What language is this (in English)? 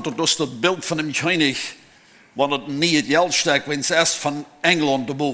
Plautdietsch